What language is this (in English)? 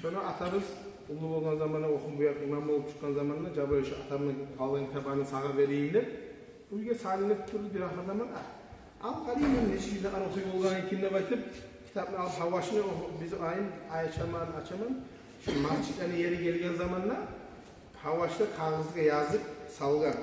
Kumyk